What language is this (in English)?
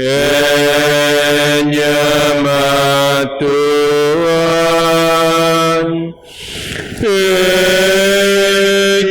Biatah Bidayuh